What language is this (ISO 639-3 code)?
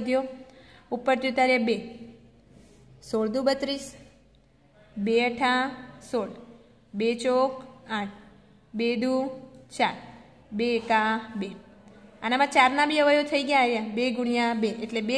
guj